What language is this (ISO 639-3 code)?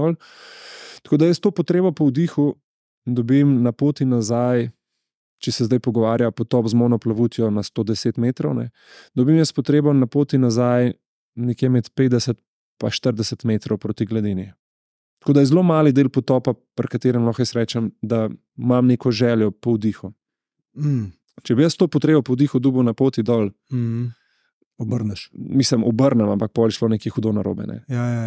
slv